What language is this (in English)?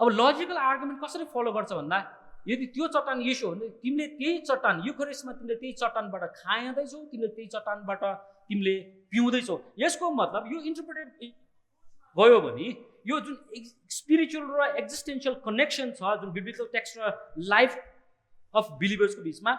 Nepali